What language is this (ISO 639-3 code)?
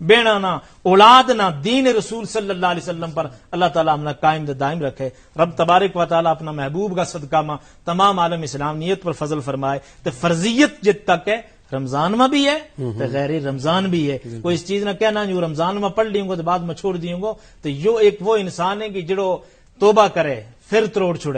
gju